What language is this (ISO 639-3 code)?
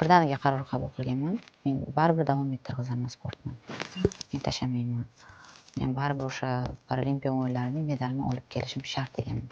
uzb